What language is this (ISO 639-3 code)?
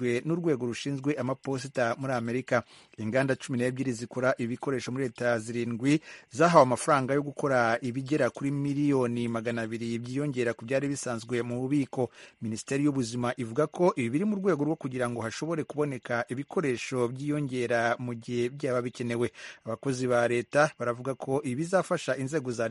kin